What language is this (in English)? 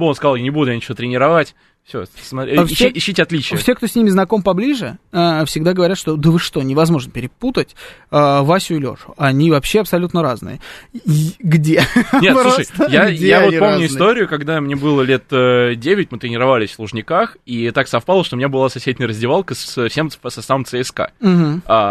Russian